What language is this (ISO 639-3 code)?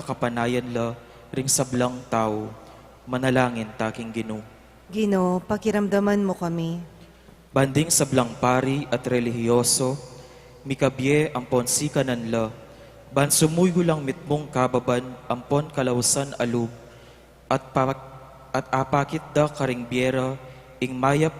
pam